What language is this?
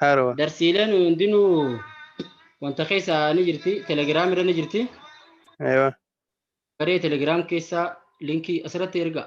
Oromo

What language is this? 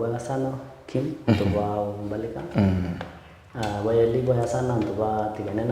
Meru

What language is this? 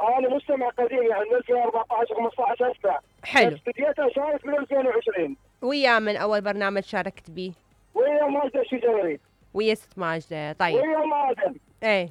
Mesopotamian Arabic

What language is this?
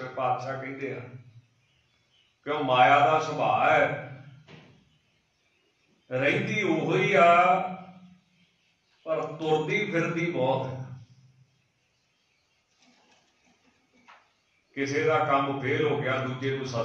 Punjabi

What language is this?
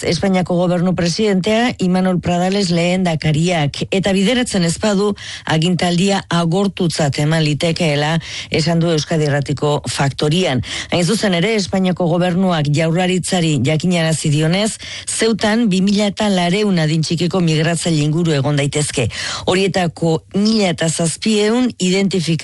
Basque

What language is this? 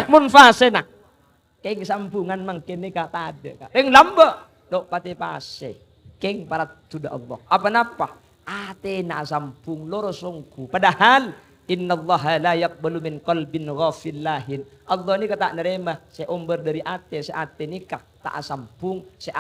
Madurese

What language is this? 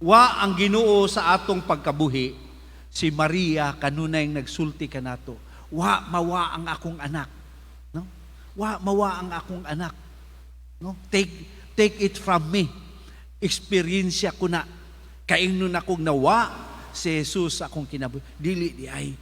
Cebuano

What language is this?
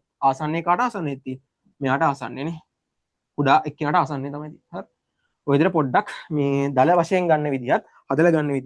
Sinhala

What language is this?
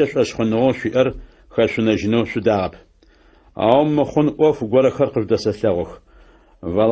Adyghe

